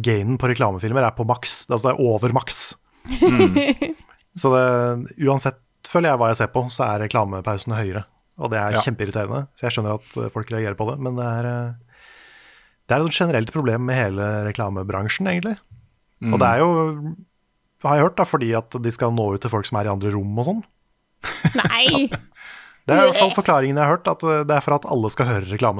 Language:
Norwegian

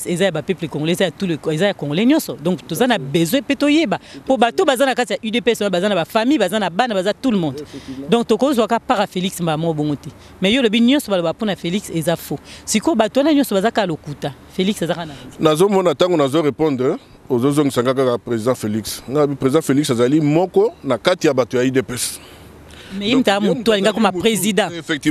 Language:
Lingala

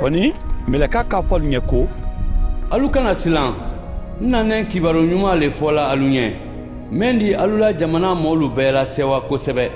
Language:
Mandingo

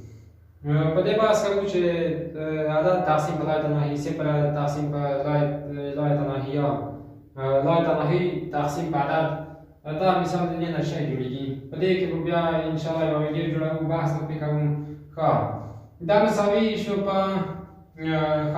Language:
Pashto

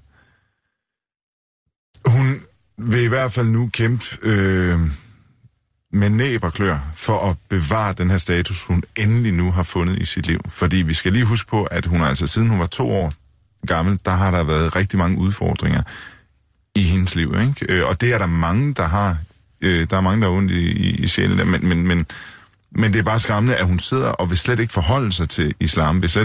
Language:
Danish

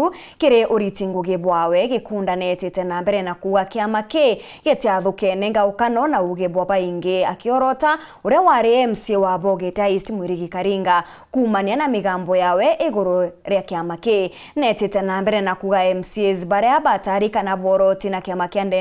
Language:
Meru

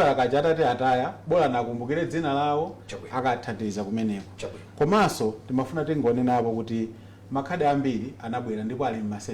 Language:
Nyanja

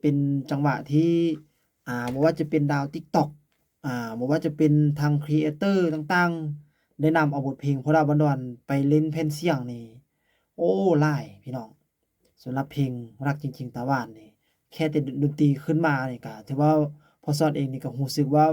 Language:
Lao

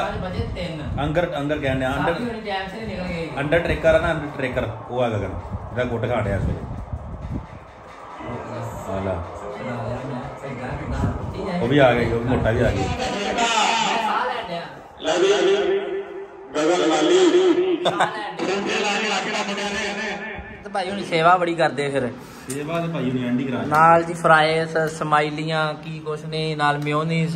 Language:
Punjabi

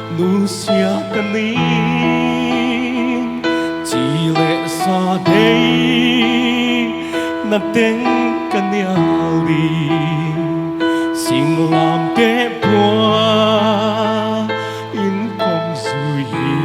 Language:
Paite Chin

